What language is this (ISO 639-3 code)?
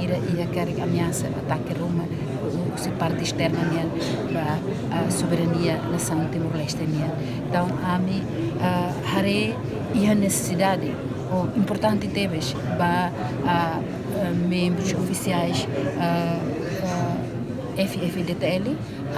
tet